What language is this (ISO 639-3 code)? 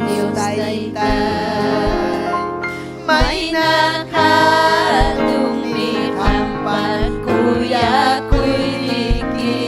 quy